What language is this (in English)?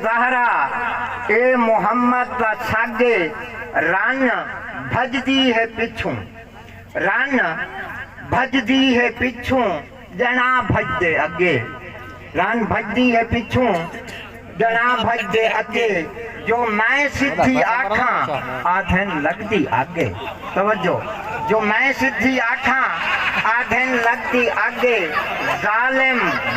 Saraiki